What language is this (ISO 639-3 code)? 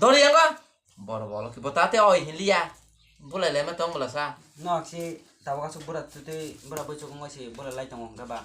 trp